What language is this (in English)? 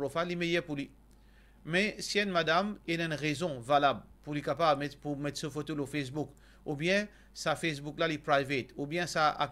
Morisyen